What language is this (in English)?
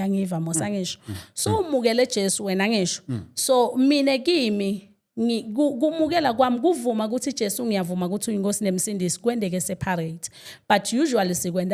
Zulu